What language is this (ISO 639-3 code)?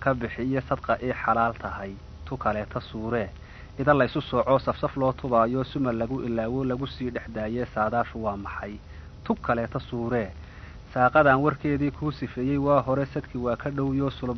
som